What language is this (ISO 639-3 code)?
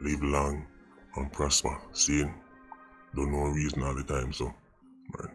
jam